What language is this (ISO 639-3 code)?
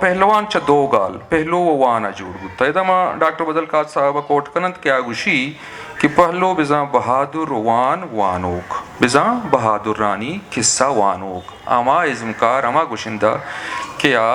bgp